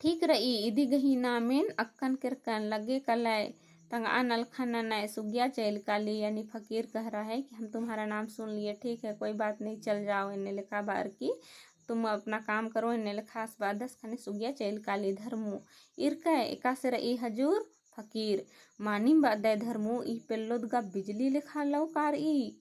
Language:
Kurukh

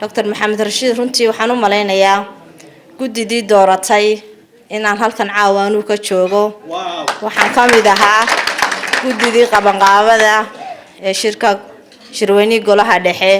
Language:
Somali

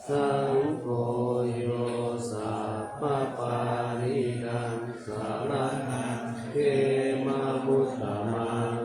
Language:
Pali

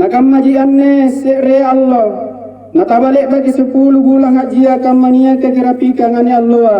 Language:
Makasar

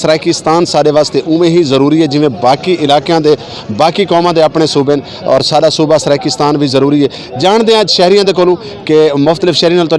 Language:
Saraiki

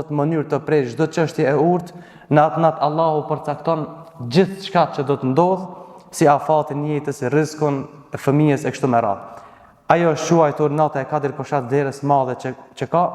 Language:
Albanian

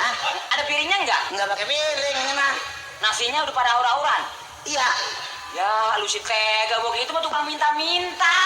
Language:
Betawi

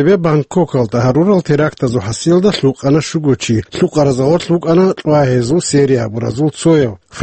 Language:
Avaric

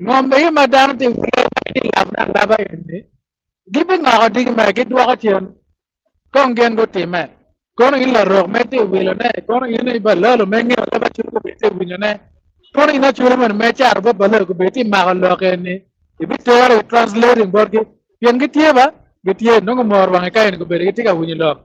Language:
Acoli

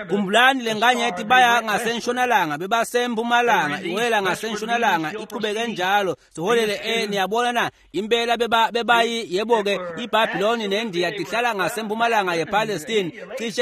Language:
Swati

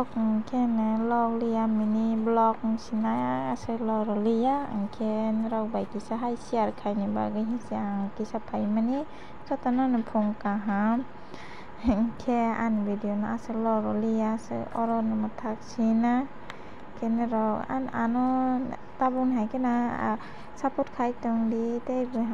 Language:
Kok Borok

